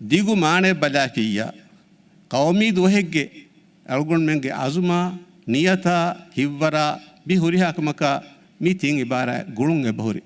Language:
Divehi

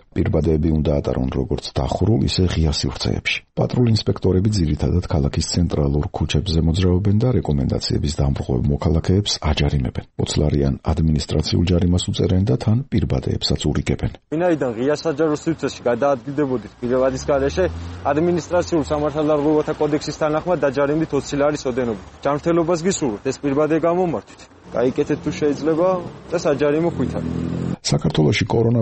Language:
Georgian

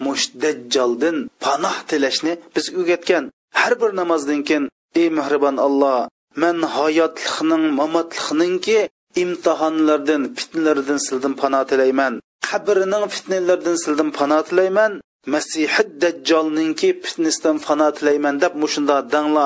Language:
Uyghur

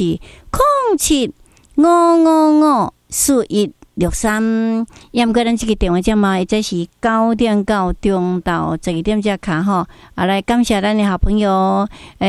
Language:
Min Nan Chinese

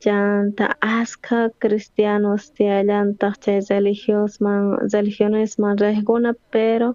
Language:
South Bolivian Quechua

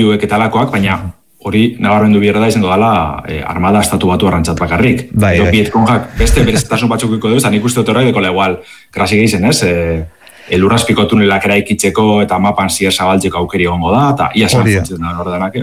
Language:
Basque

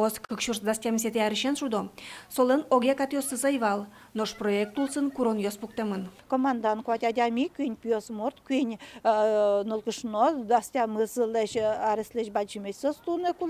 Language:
Udmurt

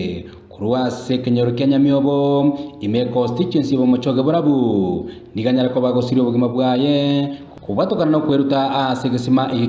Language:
Gusii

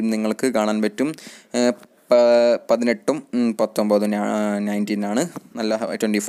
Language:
Malayalam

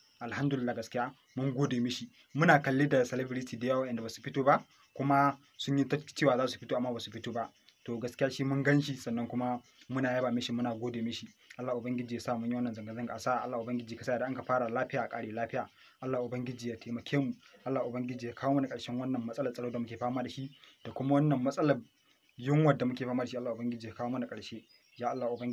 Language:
Hausa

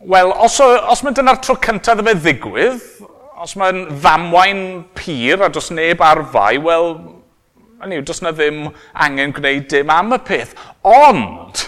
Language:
Welsh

